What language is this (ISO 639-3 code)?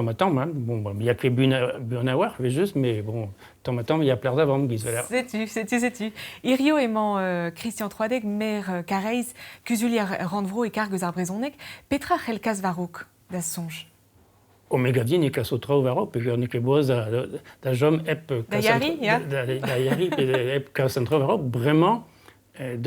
bre